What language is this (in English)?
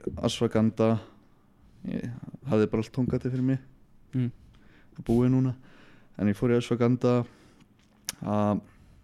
Icelandic